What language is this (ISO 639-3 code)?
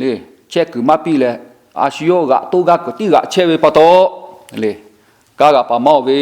lhu